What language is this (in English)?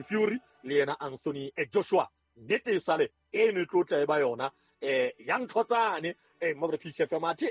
Southern Sotho